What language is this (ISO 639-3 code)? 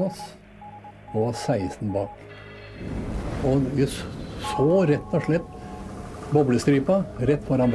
nor